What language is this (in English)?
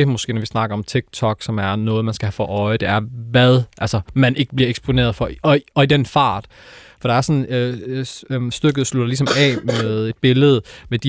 Danish